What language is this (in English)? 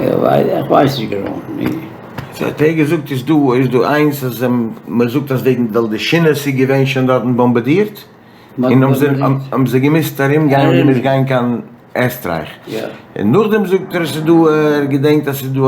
Yiddish